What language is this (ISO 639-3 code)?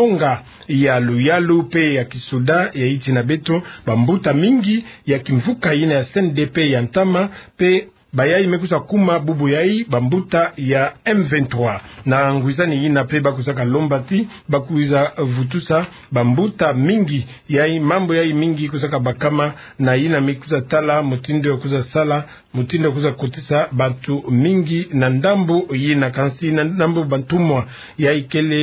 ktu